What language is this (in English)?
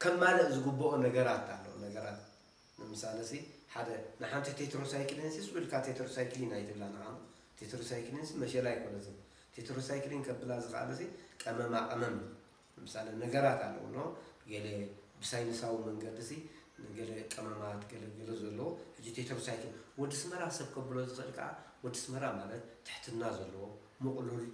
Tigrinya